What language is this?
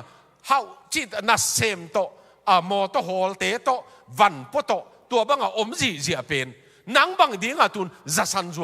Tedim Chin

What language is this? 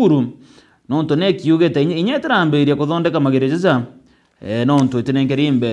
Meru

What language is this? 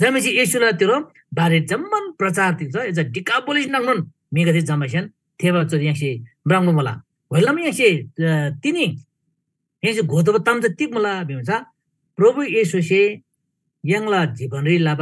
Eastern Tamang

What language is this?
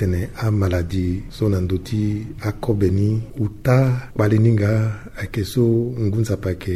Sango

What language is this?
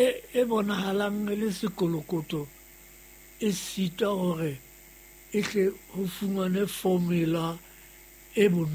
Southern Sotho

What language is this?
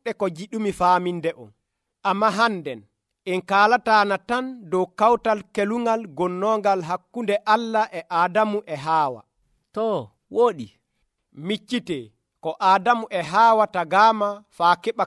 Nigerian Fulfulde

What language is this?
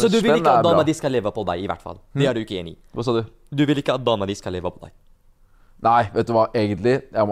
Norwegian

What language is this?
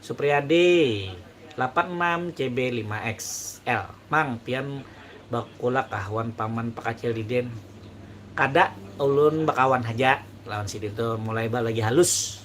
Banjar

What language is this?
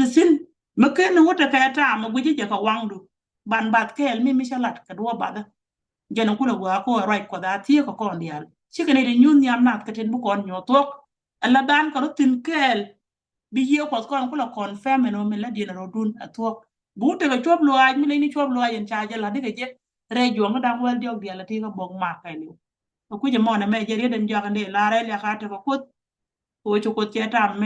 Nuer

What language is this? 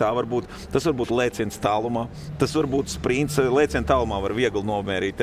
Latvian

